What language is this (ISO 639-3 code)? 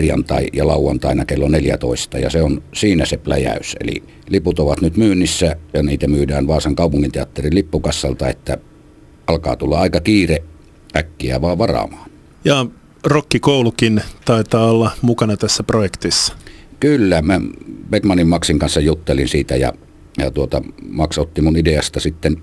fin